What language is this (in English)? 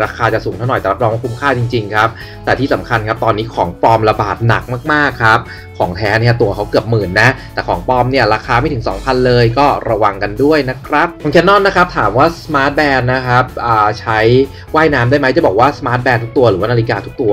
Thai